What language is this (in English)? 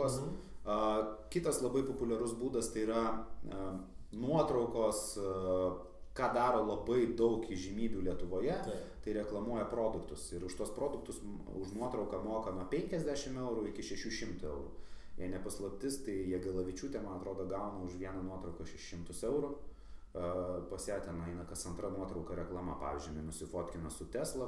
Lithuanian